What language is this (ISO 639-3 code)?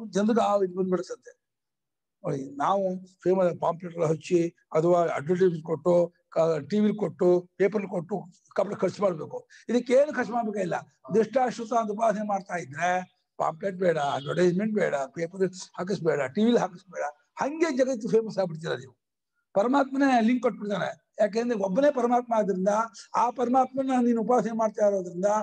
kan